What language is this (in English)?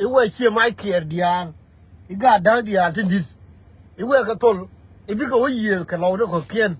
Nuer